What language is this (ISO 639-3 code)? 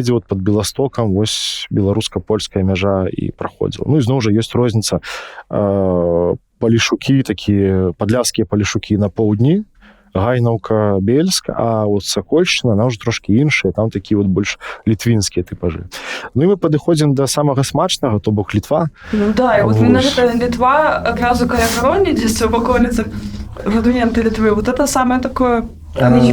bel